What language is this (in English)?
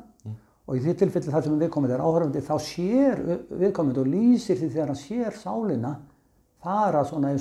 Icelandic